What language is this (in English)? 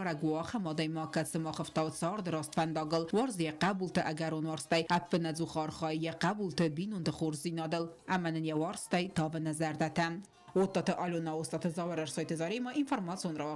Ossetic